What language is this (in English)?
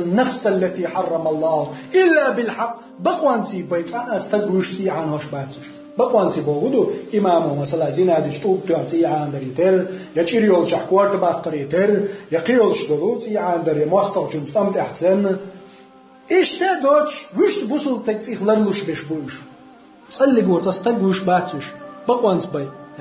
Chechen